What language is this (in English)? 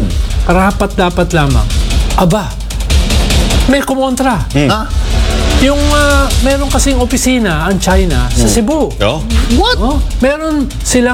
Filipino